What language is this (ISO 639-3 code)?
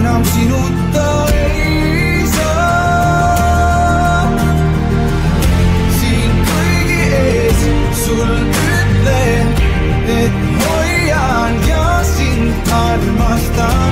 est